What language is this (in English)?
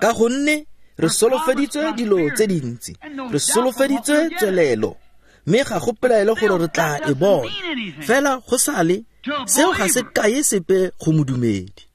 Tswana